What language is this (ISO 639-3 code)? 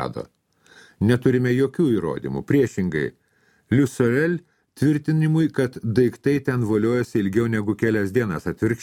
lit